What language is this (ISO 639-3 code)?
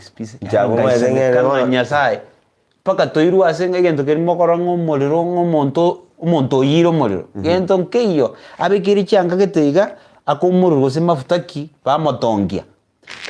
guz